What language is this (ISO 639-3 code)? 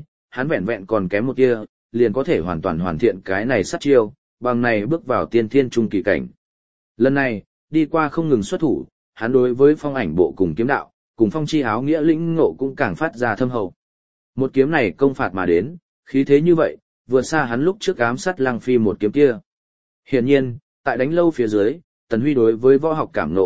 vie